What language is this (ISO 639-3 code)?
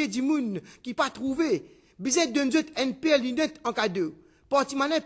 mfe